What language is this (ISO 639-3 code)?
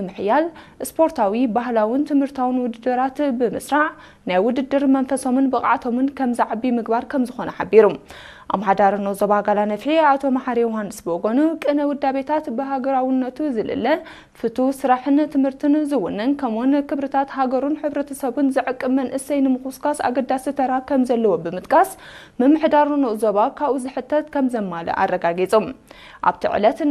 tir